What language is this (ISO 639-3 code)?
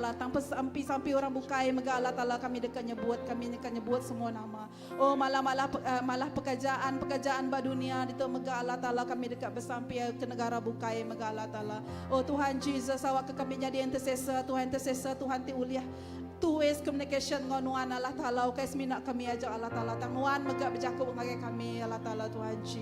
iba